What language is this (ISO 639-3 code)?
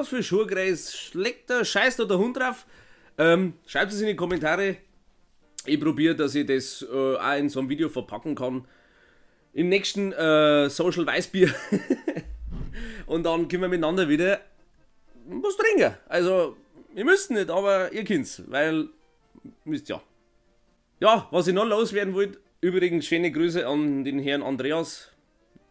bar